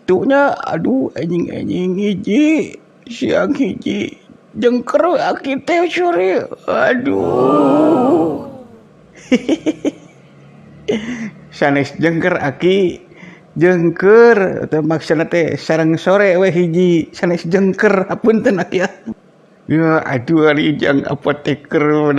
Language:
Sundanese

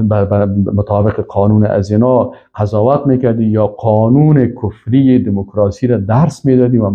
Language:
Persian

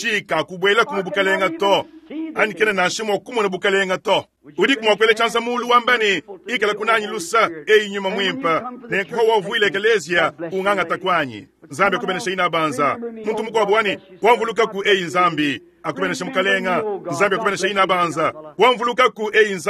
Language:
Luba-Lulua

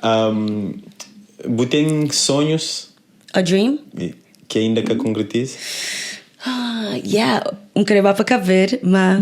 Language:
Kabuverdianu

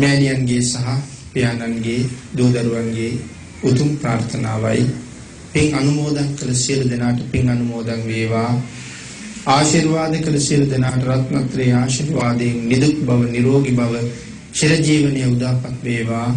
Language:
Sinhala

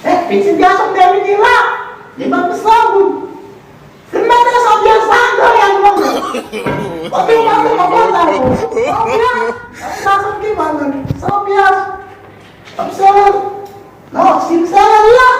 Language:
Haitian Creole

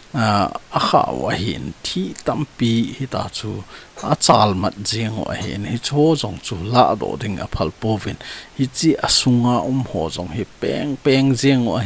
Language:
Thado Chin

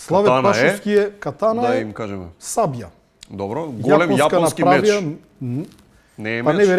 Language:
Macedonian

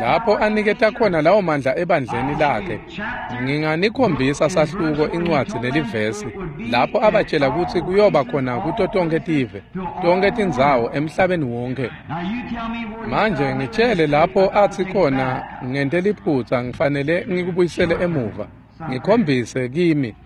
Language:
Swati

